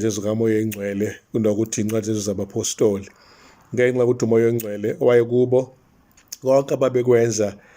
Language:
Zulu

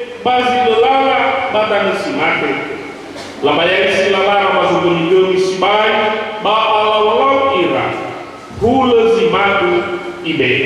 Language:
Nias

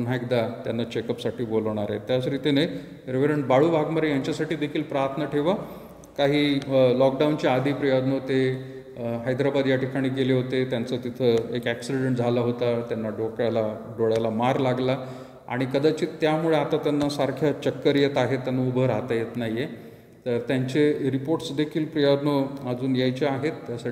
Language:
Marathi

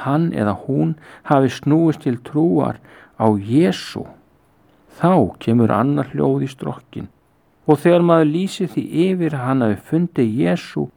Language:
Icelandic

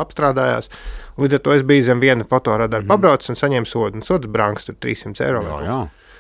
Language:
Latvian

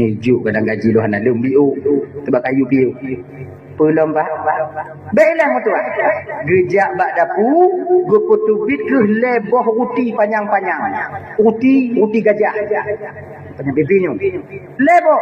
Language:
Achinese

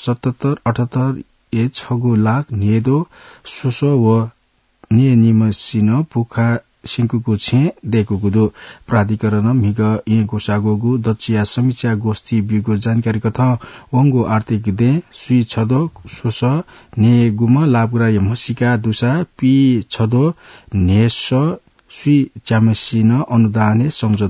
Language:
Newari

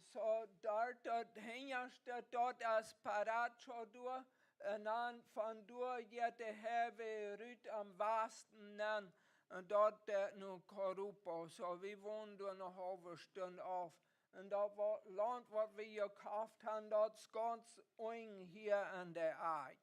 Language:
Plautdietsch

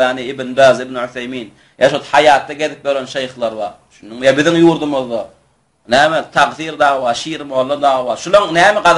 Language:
Turkmen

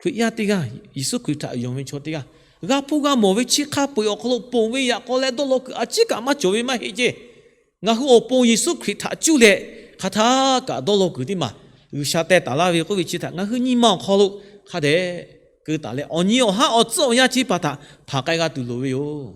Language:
Lahu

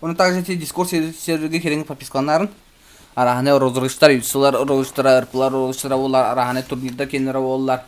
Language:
Yakut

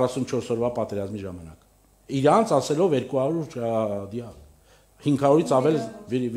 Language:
Armenian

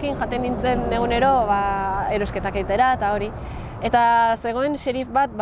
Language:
Basque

